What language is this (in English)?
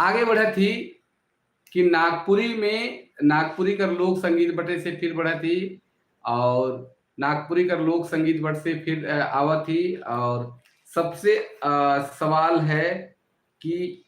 Sadri